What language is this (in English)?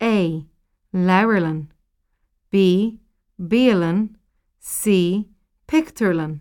Irish